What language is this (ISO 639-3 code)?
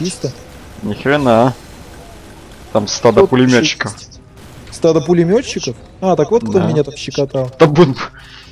rus